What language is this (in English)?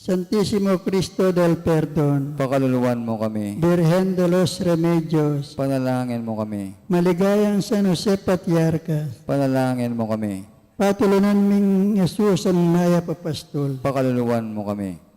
Pampanga